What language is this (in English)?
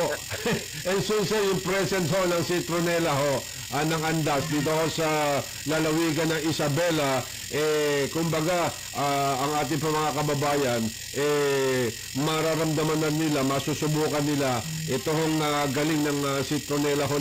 Filipino